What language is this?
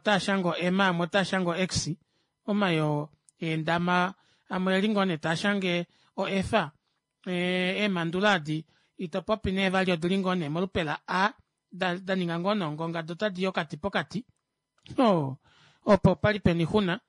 Kuanyama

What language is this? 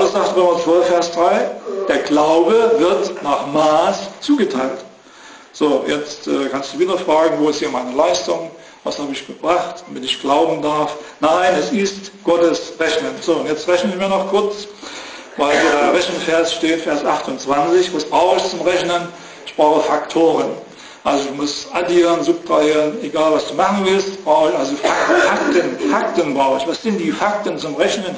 German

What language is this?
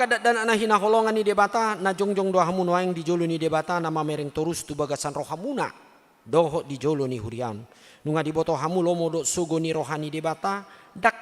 Batak Toba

